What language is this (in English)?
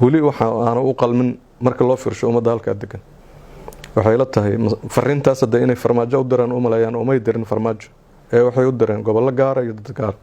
Somali